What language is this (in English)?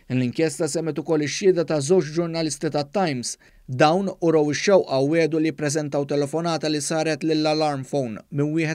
Maltese